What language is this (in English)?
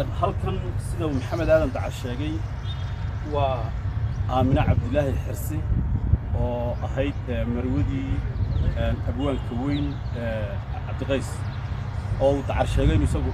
Somali